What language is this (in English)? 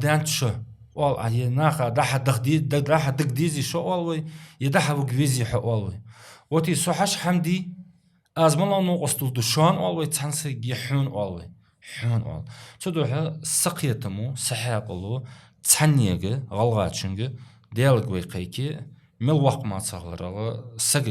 Ingush